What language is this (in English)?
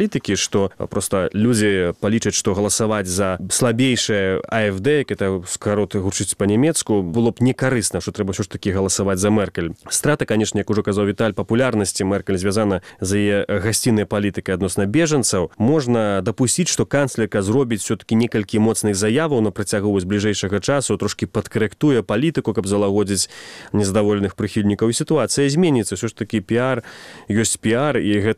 Belarusian